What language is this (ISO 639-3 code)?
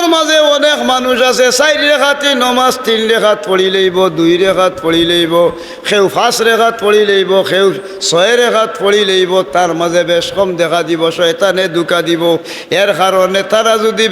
syl